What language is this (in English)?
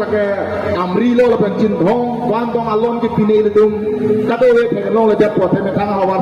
Karbi